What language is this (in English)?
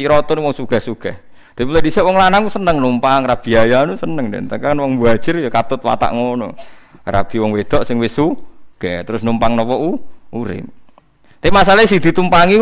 Javanese